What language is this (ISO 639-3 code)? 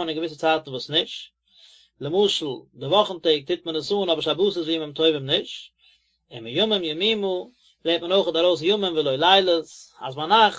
yid